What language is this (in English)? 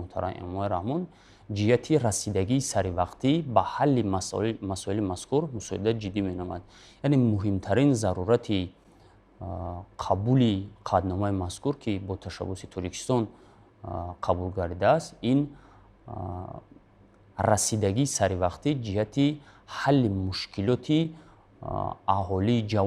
Tajik